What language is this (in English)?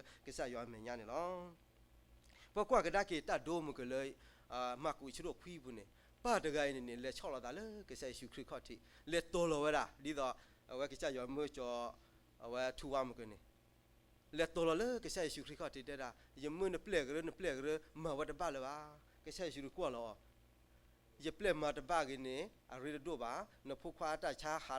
S'gaw Karen